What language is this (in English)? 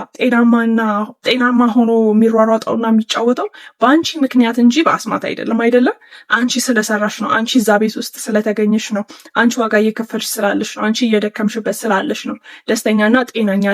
Amharic